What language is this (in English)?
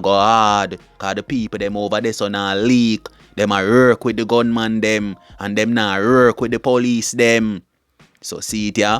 Jamaican Creole English